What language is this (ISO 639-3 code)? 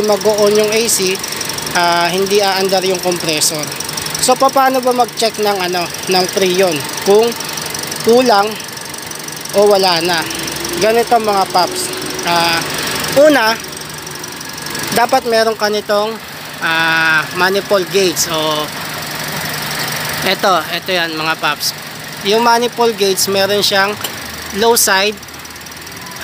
fil